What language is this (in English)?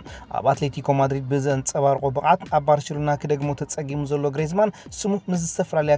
Tigrinya